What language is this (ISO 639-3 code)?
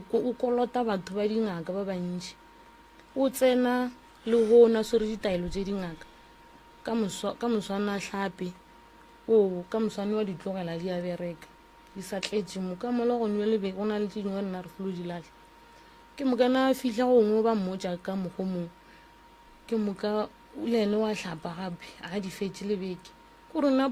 nso